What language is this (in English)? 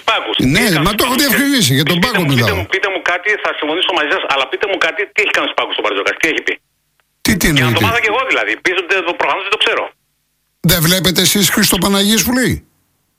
Greek